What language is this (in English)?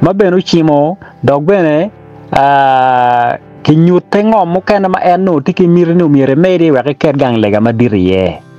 Acoli